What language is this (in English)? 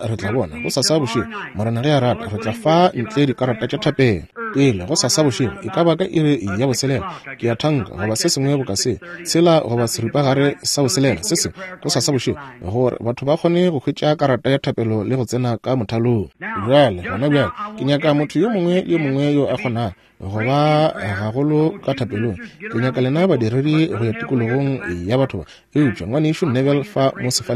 Northern Sotho